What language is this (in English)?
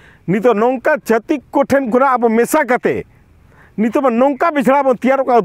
Santali